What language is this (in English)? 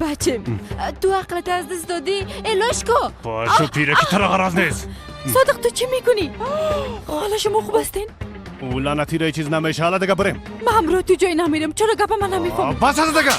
Persian